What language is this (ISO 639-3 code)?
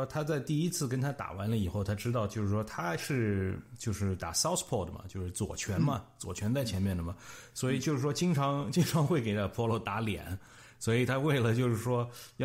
zho